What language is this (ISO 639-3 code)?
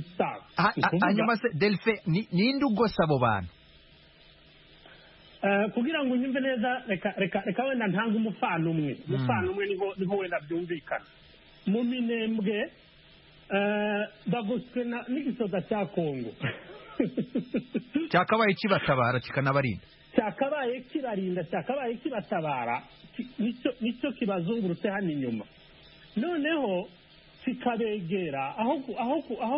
kin